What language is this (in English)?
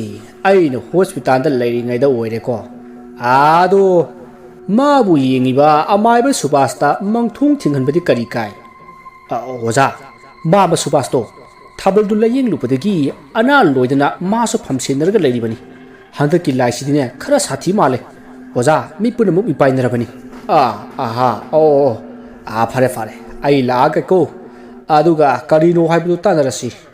Manipuri